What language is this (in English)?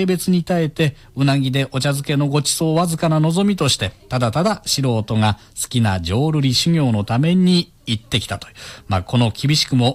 Japanese